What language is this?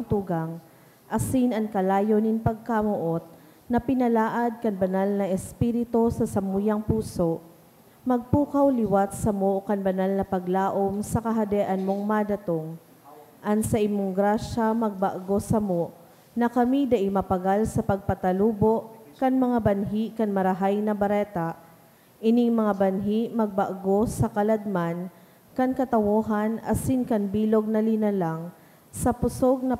Bikol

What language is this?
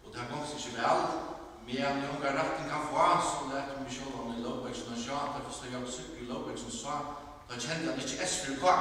Faroese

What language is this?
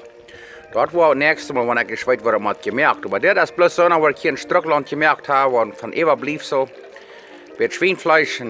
Plautdietsch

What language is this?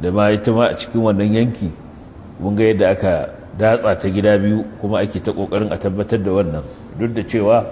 Hausa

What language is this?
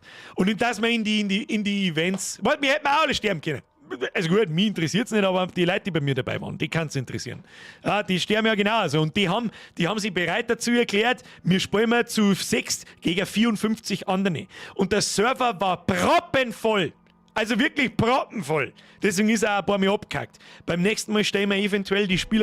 Bavarian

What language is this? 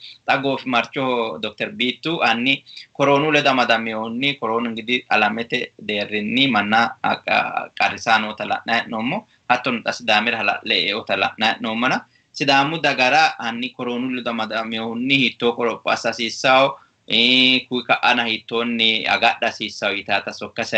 Sidamo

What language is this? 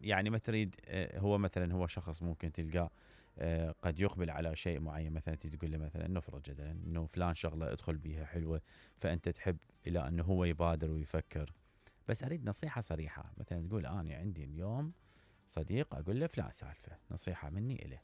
Mesopotamian Arabic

